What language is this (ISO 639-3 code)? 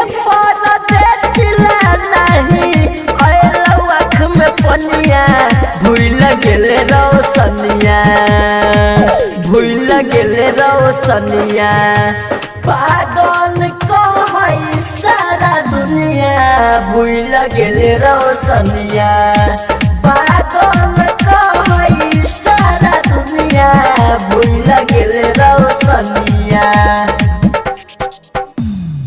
bho